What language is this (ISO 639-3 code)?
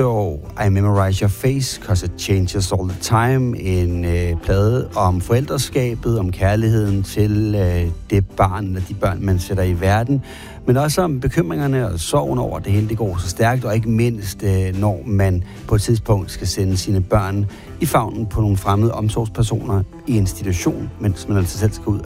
dan